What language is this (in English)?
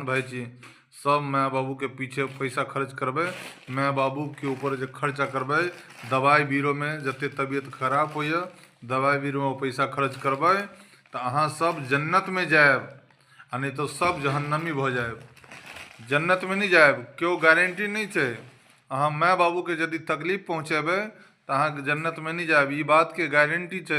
Maithili